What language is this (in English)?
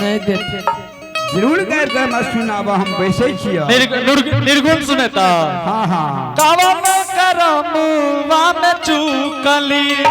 Angika